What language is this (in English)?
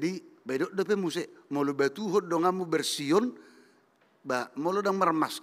Batak Toba